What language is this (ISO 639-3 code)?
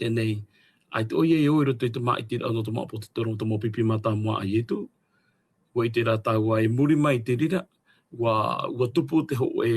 tah